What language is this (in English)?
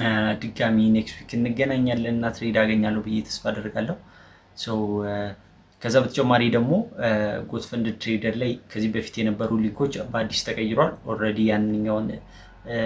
Amharic